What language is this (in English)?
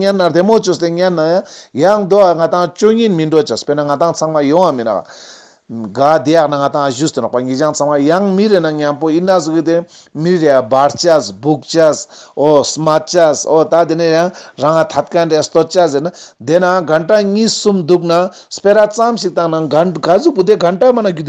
Ladakhi